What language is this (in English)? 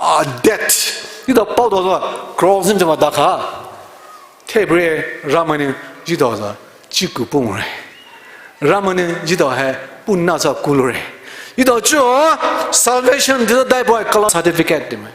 Poumei Naga